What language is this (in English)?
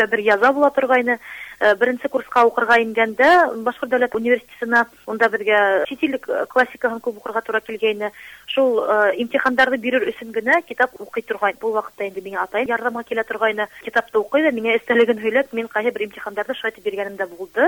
Bashkir